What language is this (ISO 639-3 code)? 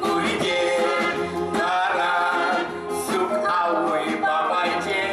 kok